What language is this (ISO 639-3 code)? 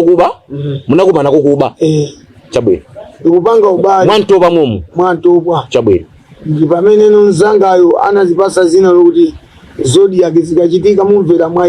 nya